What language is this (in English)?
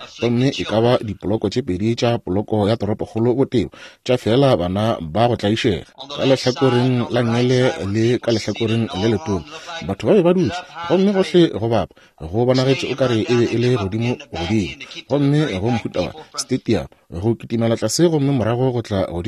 Northern Sotho